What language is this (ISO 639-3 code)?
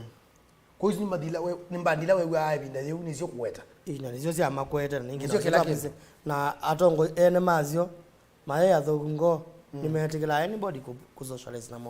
kam